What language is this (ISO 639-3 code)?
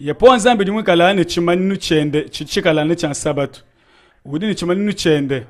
lua